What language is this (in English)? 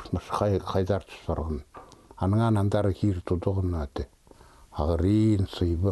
Khakas